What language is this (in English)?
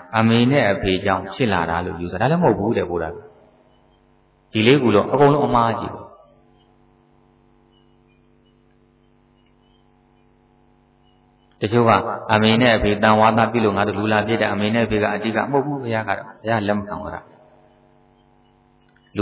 Burmese